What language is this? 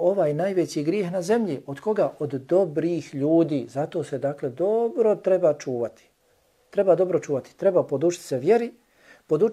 Bosnian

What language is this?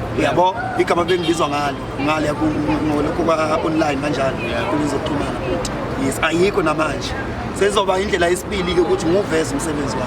Zulu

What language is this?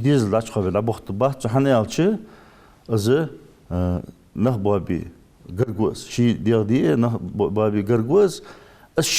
Ingush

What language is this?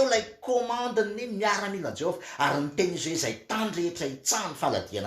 Malagasy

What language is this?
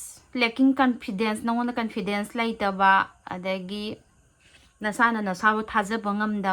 Manipuri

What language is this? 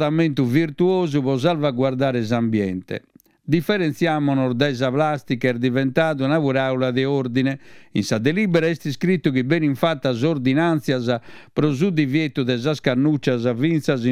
Sardinian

